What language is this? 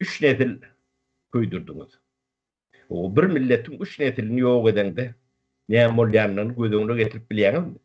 Turkmen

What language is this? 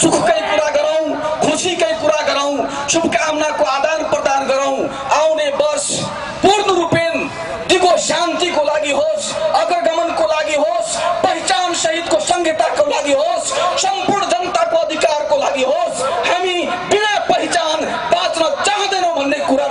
Nepali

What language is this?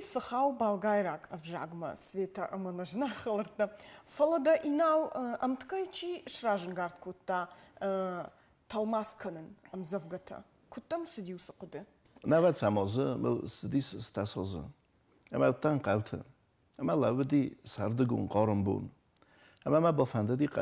Ossetic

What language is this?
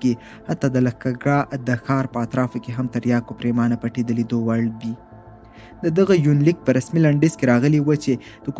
Pashto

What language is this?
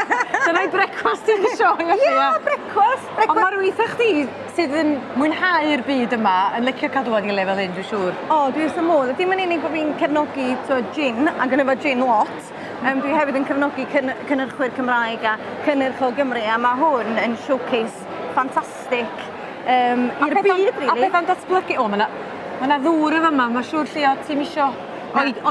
Welsh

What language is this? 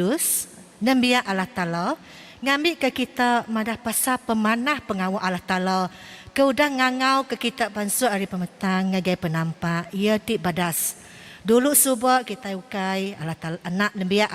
Iban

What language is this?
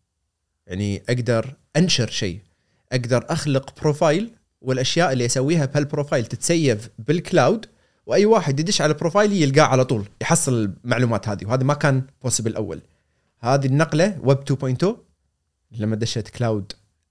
Gulf Arabic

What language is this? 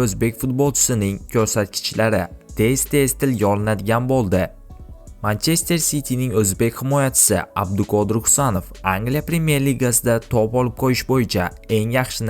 Uzbek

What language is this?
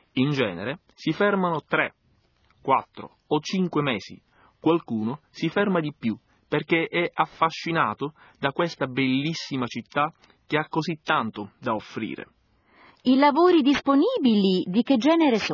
Italian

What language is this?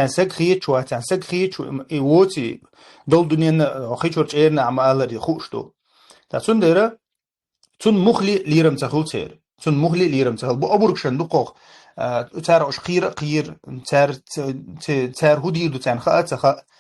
Chechen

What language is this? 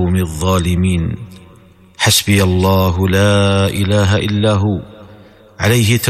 Tamil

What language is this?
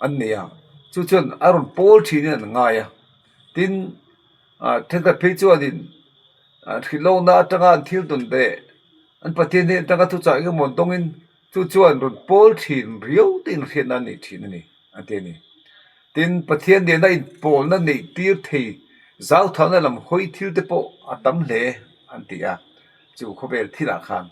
Mizo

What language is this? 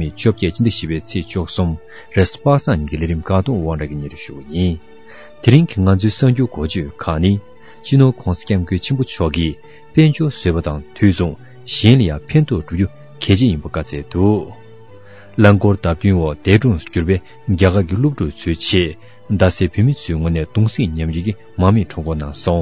Tibetan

